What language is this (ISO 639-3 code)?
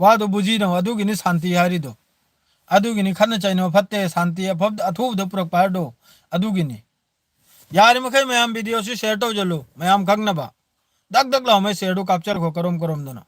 mni